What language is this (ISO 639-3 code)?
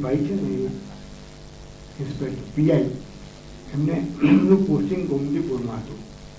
guj